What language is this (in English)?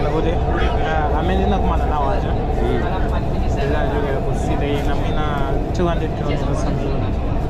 Nyanja